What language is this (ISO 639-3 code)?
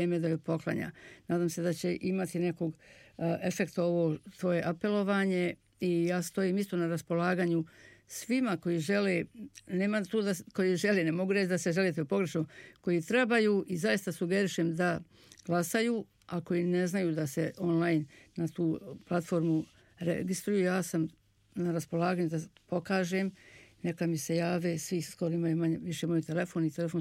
bos